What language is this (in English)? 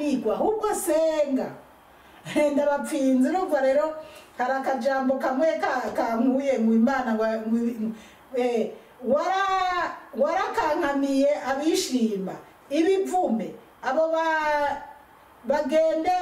Rundi